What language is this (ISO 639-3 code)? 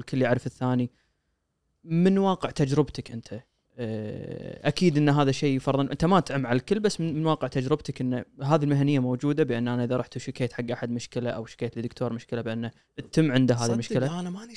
afb